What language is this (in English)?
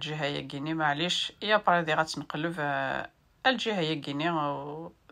Kabyle